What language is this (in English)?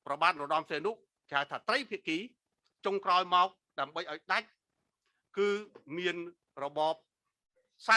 Khmer